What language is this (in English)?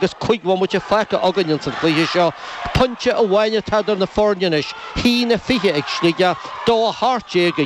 Irish